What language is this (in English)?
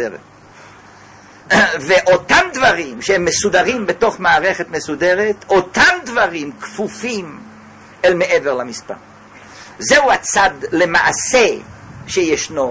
Hebrew